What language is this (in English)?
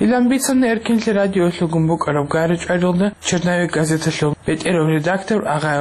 Avaric